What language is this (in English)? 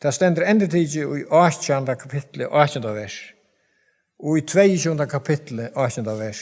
Faroese